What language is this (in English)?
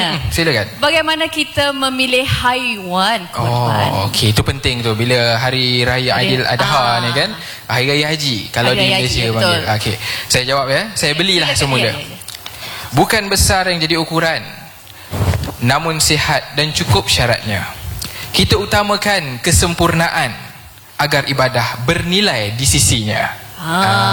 Malay